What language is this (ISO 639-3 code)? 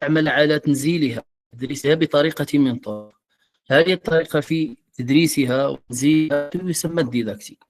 ary